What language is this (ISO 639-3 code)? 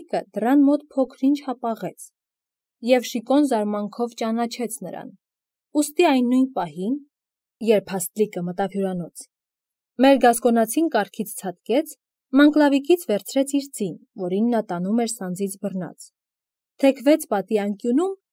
hye